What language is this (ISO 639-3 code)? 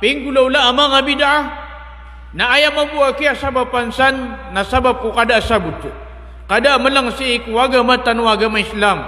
mrw